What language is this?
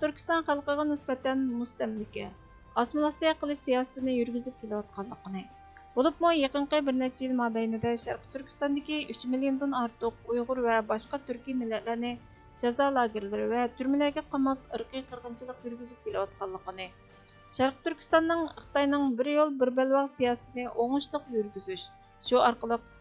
Uyghur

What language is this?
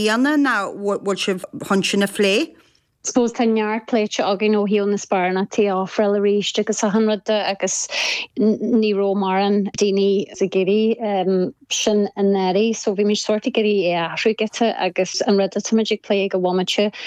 Irish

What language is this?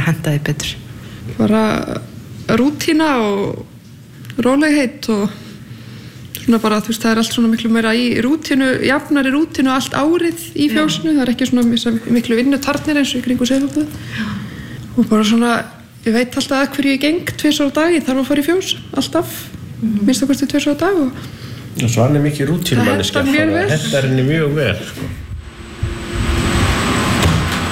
Icelandic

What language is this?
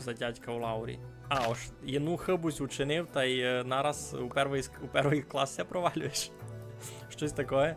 Rusyn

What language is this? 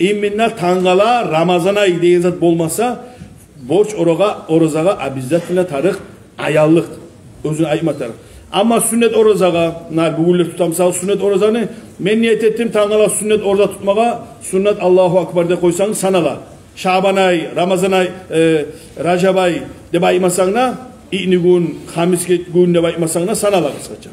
Kumyk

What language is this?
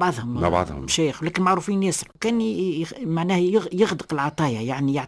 Tunisian Arabic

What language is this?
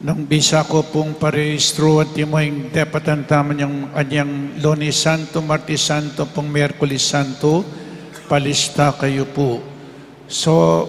Pampanga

